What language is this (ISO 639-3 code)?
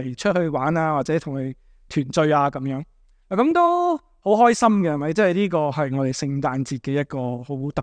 yue